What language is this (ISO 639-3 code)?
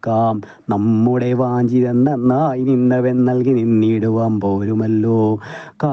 mal